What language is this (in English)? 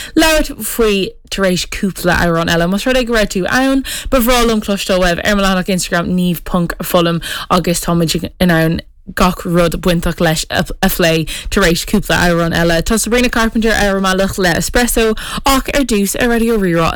Irish